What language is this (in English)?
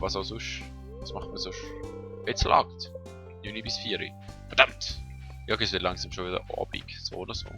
Swiss German